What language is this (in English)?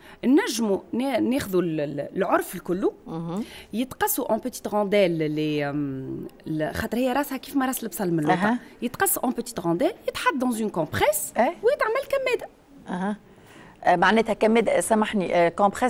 Tunisian Arabic